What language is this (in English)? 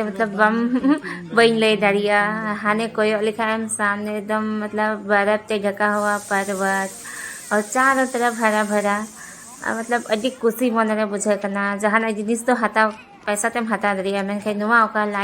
Santali